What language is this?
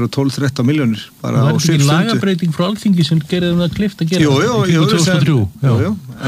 Icelandic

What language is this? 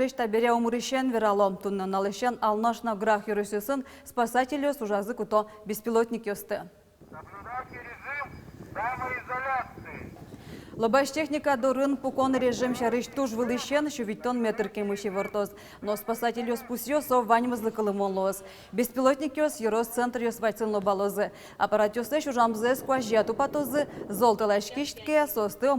Udmurt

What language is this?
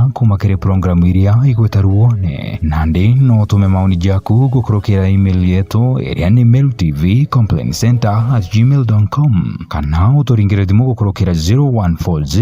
Meru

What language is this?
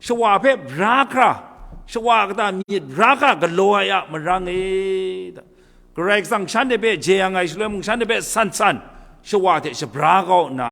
Kachin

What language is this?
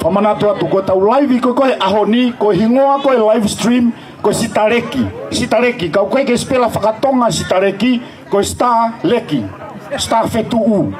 Tongan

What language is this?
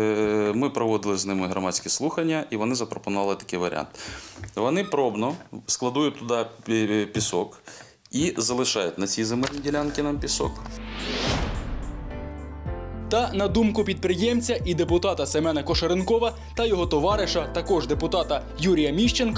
Ukrainian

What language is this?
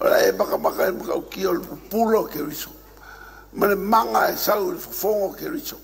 Samoan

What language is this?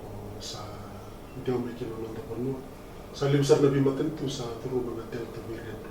Fijian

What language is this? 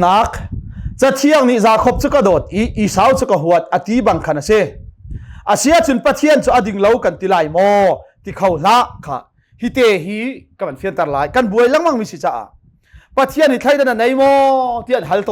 Hakha Chin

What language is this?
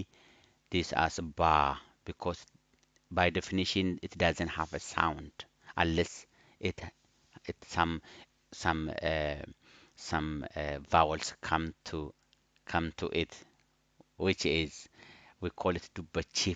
English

